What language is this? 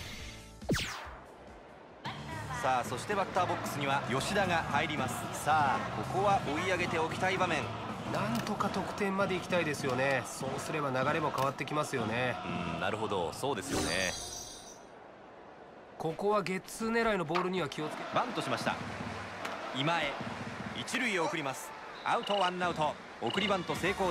Japanese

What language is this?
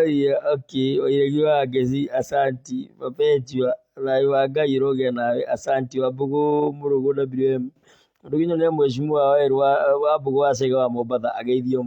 Kikuyu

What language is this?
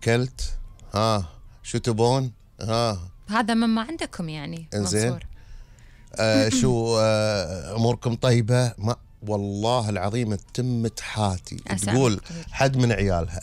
Gulf Arabic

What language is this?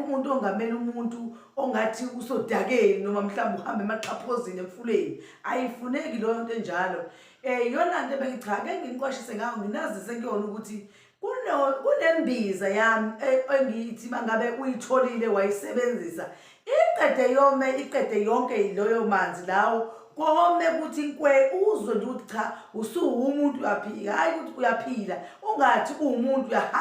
Zulu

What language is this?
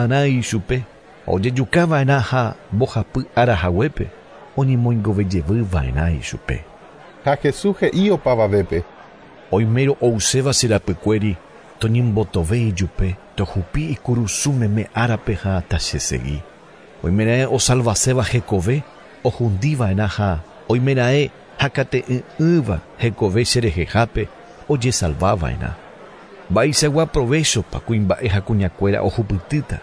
Guarani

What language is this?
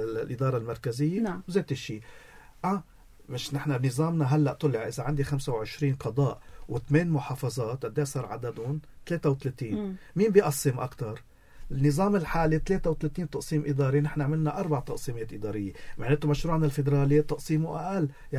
North Levantine Arabic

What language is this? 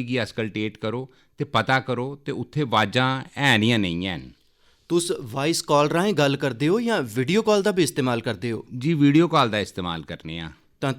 Dogri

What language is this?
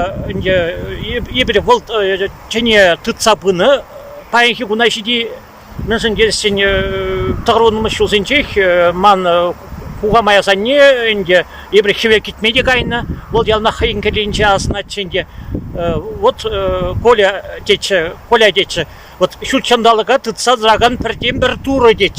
Chuvash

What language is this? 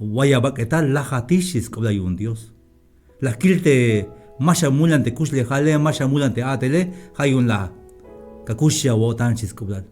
Tzeltal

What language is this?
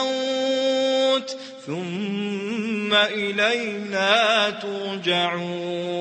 Maranao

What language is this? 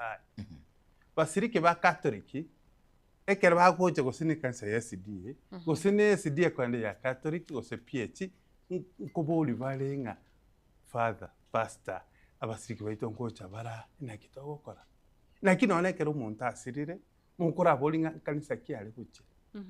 Gusii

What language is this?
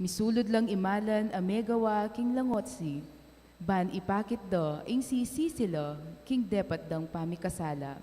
Pampanga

